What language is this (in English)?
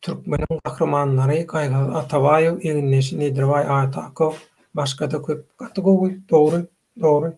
Turkmen